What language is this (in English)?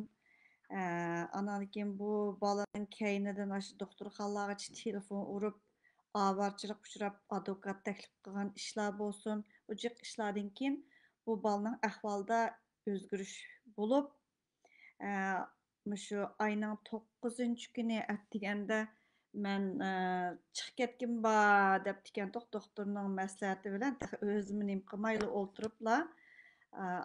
Uyghur